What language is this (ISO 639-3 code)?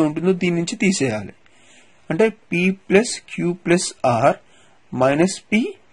tel